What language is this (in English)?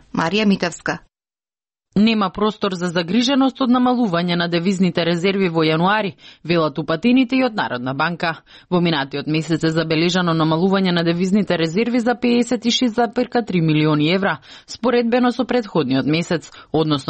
Macedonian